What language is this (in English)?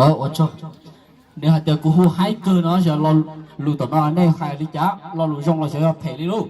Hmong